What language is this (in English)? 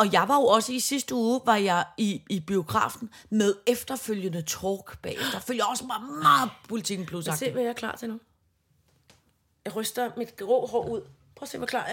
Danish